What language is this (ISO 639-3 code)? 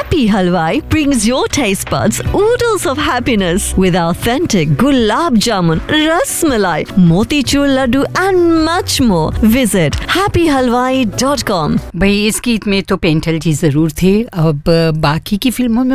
hin